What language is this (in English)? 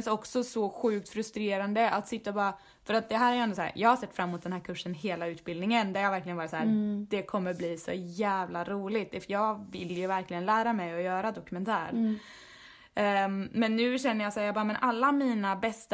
Swedish